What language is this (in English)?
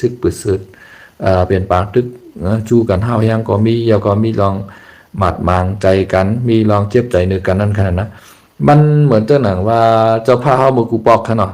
Shan